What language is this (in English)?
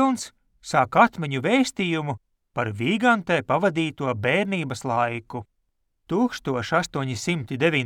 Latvian